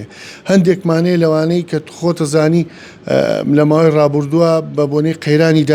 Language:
Central Kurdish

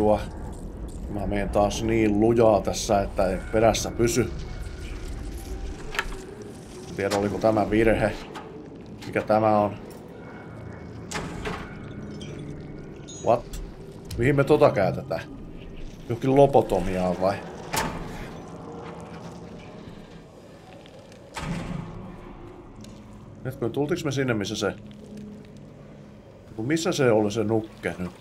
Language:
Finnish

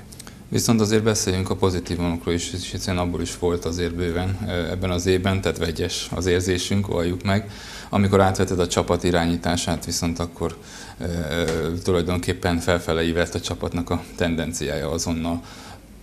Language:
Hungarian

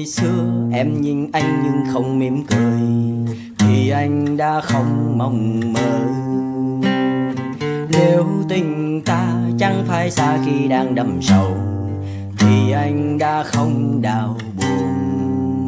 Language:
Vietnamese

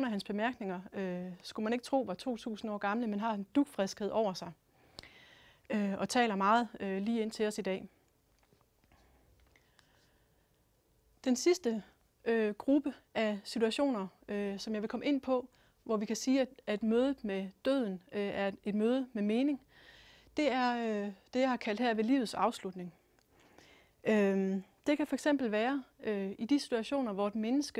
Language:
Danish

